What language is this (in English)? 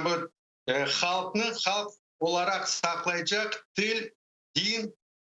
Crimean Tatar